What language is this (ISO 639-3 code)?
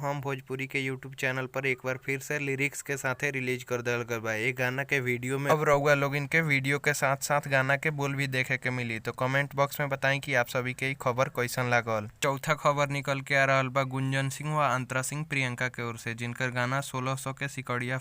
bho